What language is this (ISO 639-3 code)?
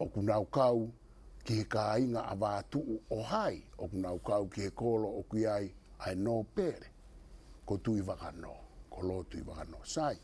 ton